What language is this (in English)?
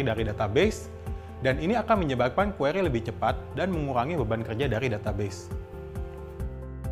Indonesian